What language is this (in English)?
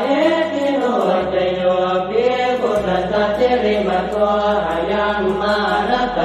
Pali